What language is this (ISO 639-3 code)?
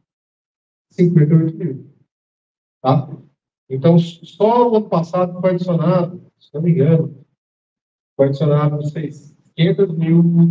por